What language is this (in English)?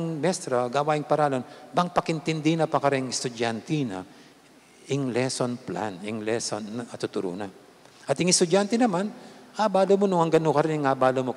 Pampanga